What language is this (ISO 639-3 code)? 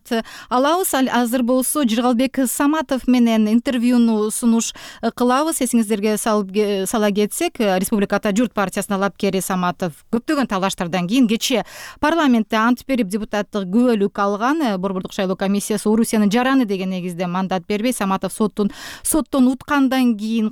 kir